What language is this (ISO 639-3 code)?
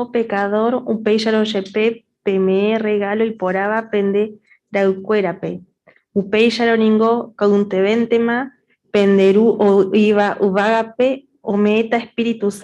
grn